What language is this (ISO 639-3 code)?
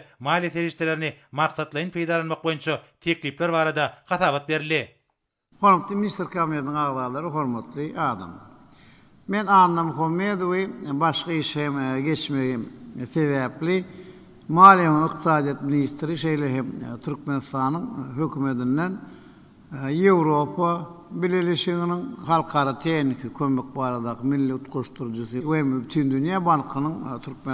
tuk